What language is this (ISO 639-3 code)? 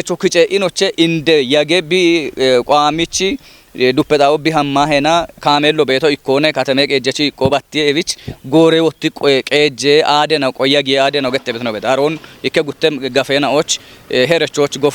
kbr